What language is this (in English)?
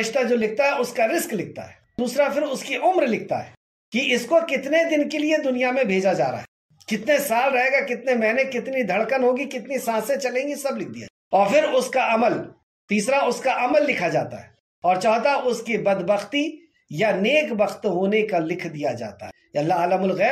Urdu